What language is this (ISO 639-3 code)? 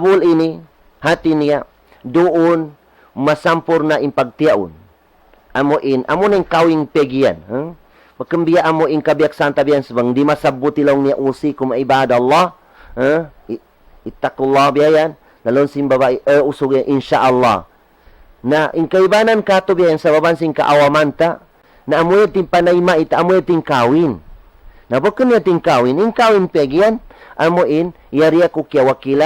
tsg